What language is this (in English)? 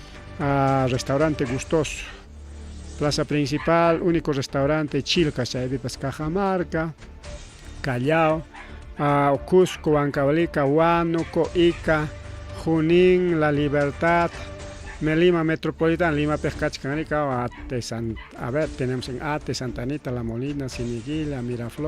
Ayacucho Quechua